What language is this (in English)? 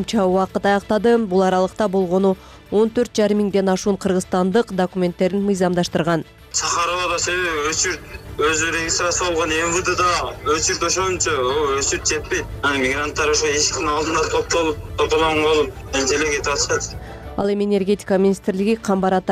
Kyrgyz